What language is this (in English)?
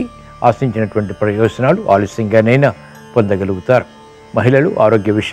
Telugu